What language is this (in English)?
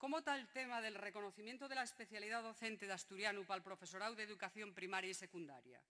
Asturian